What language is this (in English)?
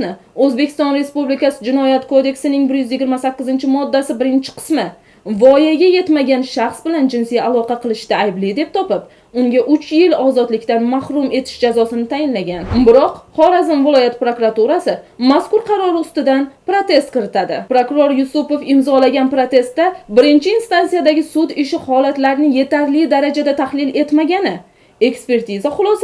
Uzbek